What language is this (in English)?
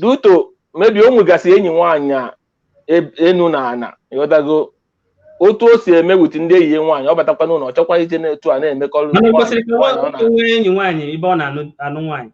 Igbo